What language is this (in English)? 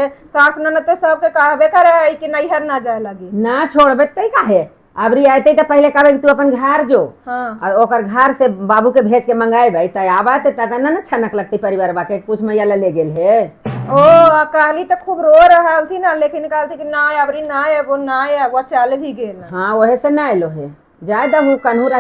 Magahi